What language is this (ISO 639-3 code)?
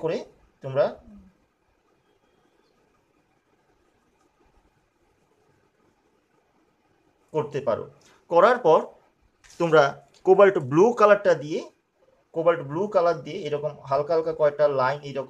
ben